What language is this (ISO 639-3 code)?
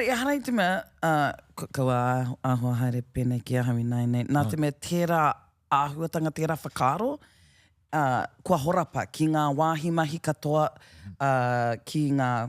mri